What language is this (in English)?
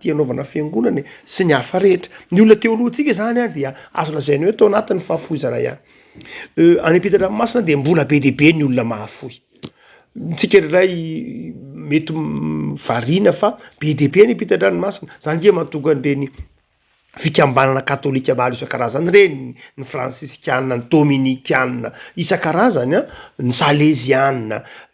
Malagasy